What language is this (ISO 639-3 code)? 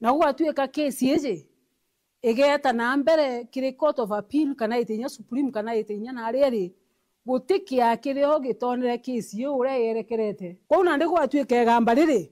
mer